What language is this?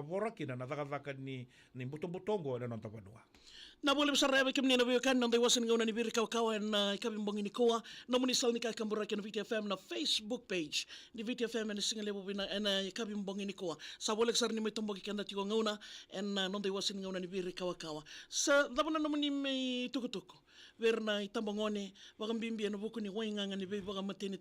Fijian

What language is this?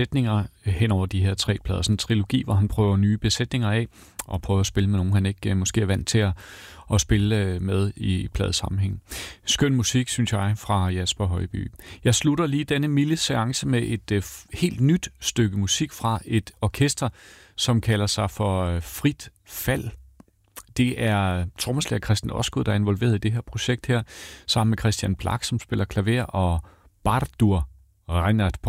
Danish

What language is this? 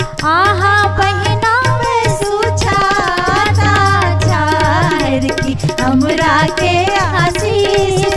Bhojpuri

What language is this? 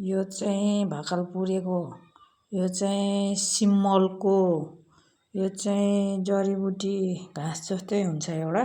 Nepali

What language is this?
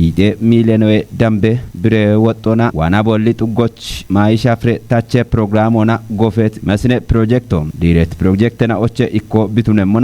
Kafa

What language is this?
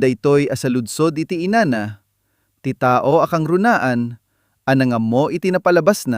Iloko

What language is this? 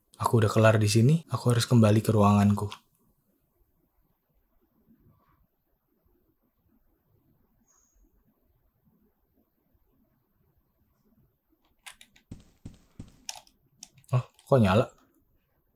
Indonesian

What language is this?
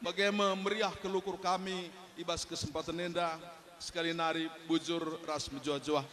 Batak Karo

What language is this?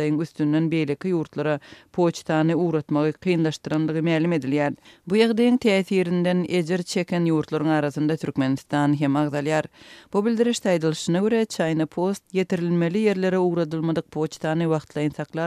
Turkmen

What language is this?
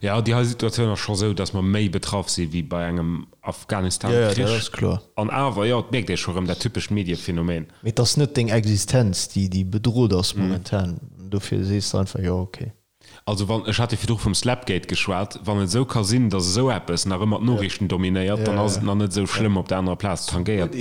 Luxembourgish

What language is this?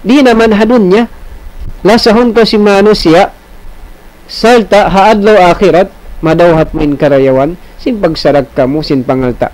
Tausug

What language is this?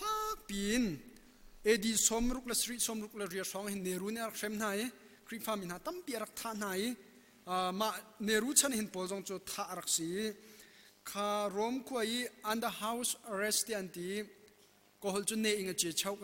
Hakha Chin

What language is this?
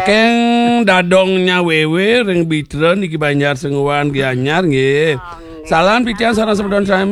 Balinese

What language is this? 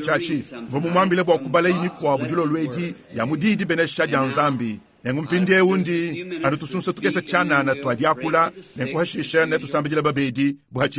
Luba-Lulua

